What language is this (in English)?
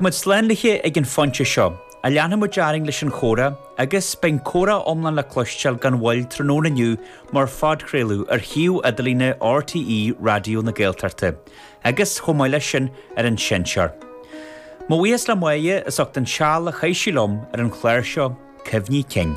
Irish